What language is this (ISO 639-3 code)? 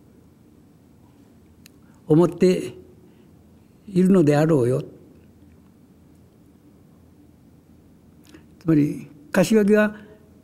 jpn